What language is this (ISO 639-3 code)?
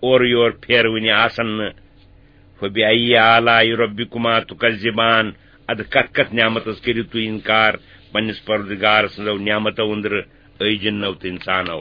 kas